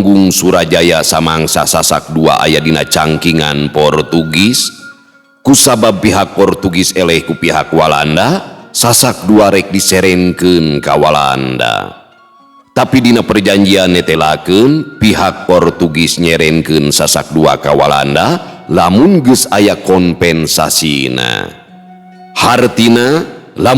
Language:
Sundanese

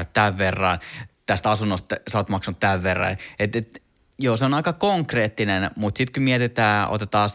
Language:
Finnish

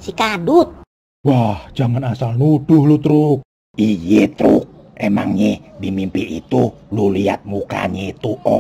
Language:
Betawi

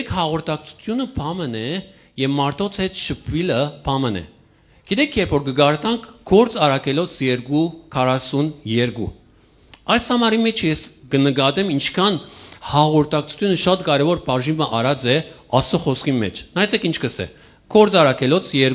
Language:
Western Armenian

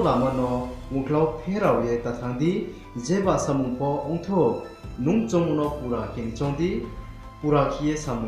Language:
Riang (India)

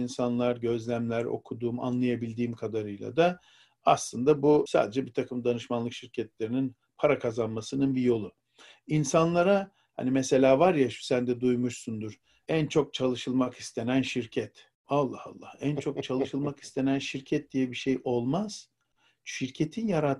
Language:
Turkish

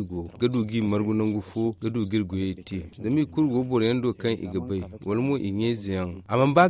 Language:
Zarma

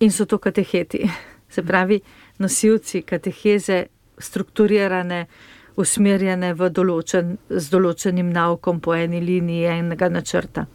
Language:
Slovenian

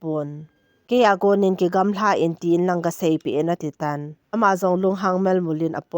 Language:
Thado Chin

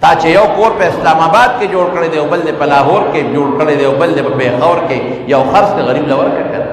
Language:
Pashto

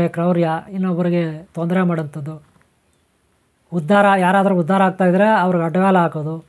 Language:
Kannada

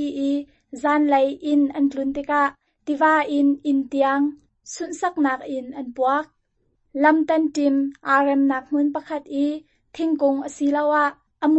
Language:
Hakha Chin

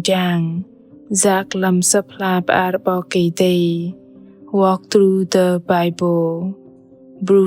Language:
Bahnar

